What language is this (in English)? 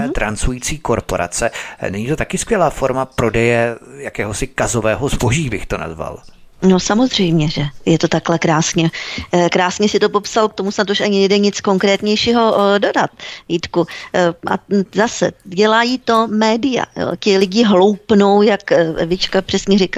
Czech